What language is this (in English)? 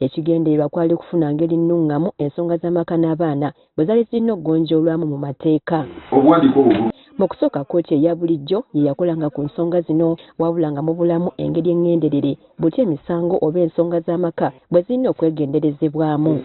Ganda